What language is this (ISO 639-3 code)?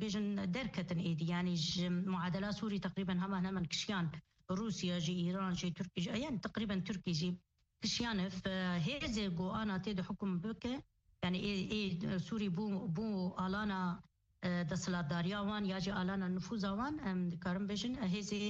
kur